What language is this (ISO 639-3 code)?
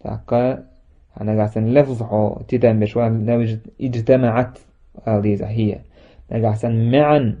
che